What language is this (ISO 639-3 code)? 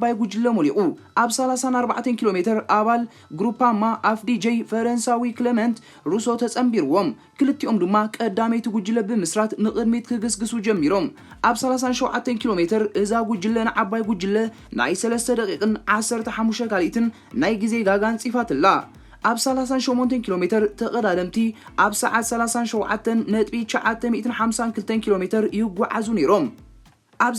tir